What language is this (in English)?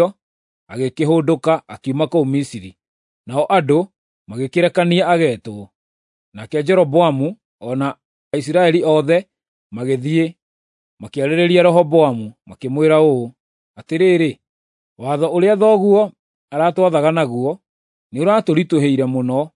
Kikuyu